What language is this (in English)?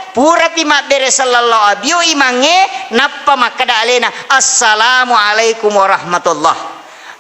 Buginese